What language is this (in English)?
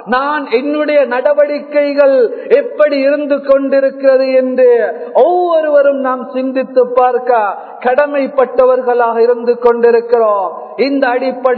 Tamil